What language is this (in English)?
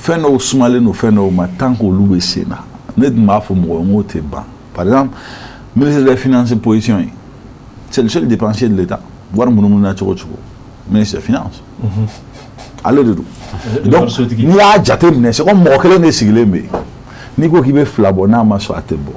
Bambara